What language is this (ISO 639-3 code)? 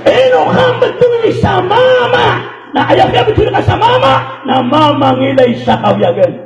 mrw